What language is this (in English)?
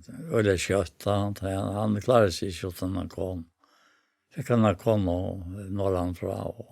Faroese